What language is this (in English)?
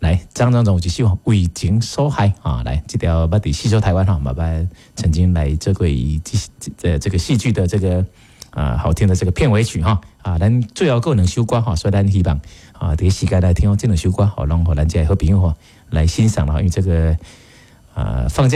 Min Nan Chinese